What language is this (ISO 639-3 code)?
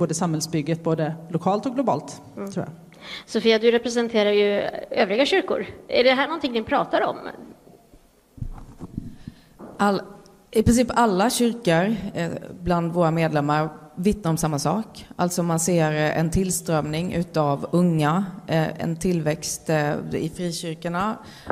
swe